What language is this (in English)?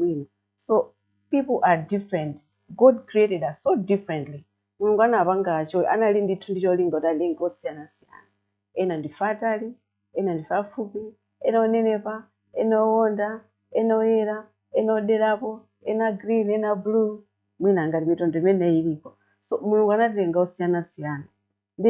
Nyanja